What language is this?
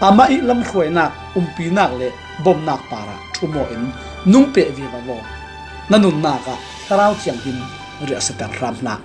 Falam Chin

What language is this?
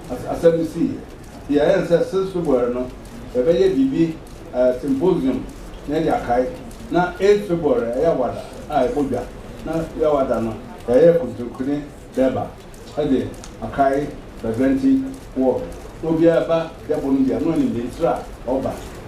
Akan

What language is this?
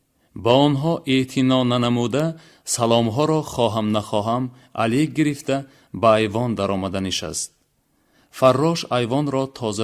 Tajik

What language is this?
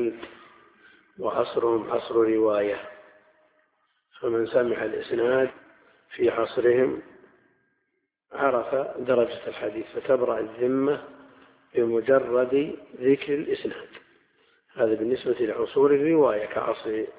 Arabic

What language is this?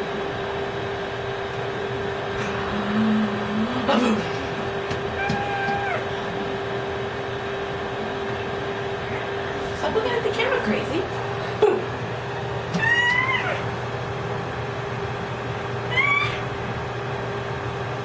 English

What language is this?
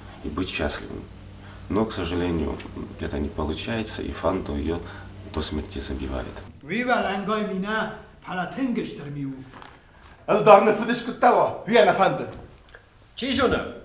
Ossetic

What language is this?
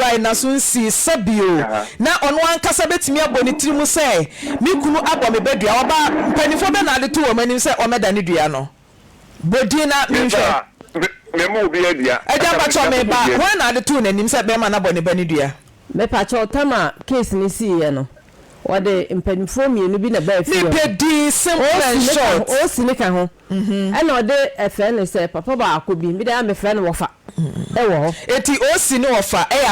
Akan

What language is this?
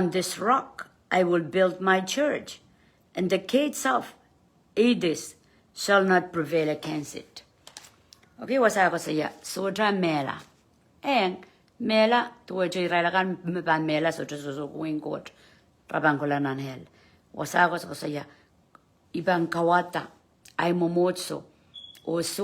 Pohnpeian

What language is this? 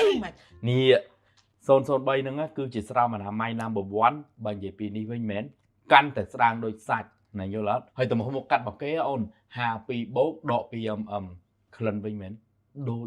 Khmer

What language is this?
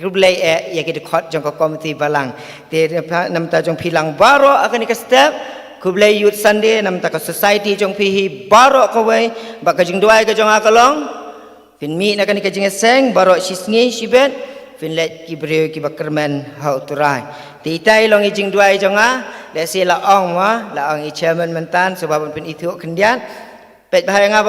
Khasi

